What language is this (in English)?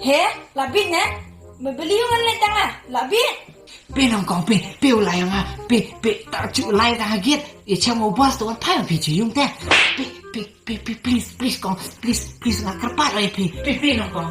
Khasi